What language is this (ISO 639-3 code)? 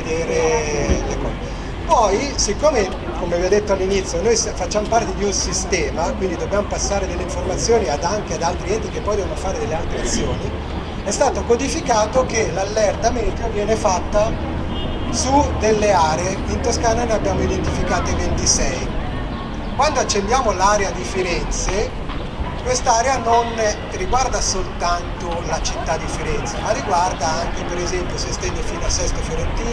ita